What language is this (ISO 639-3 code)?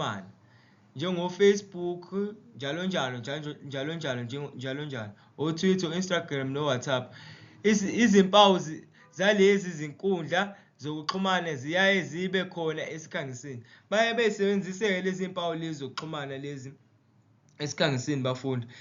zul